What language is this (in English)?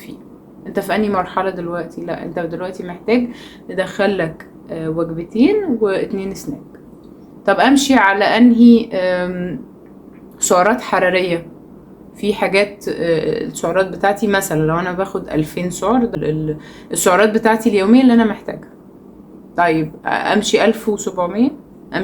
Egyptian Arabic